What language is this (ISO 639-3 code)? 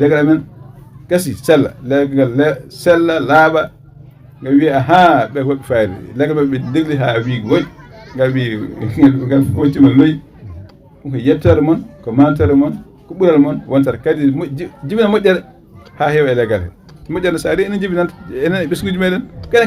ful